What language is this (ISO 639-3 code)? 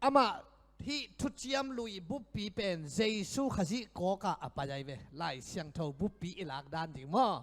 ctd